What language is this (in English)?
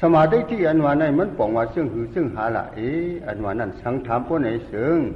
Shan